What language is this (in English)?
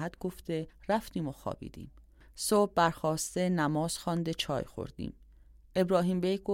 Persian